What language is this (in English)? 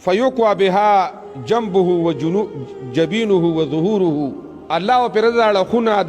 Pashto